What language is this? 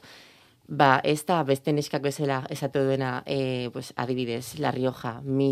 Basque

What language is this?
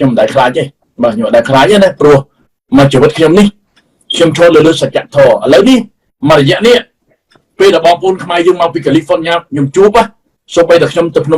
Khmer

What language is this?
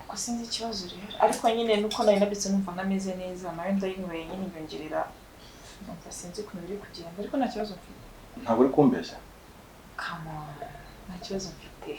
Kinyarwanda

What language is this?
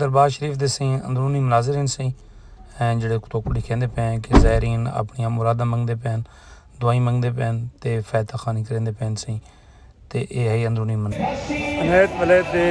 Saraiki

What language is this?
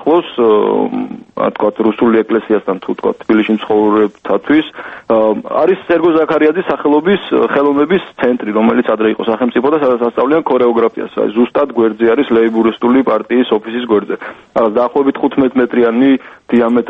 Georgian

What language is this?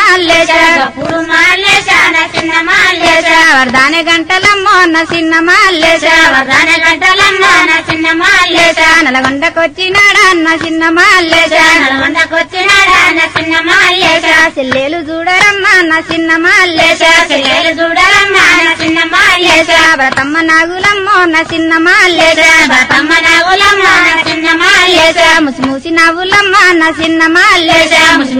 Telugu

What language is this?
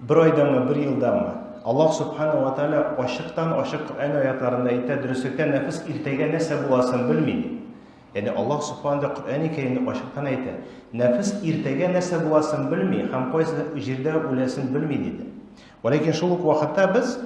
Tatar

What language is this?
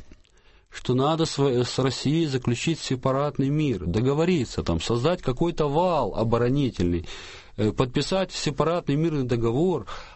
Russian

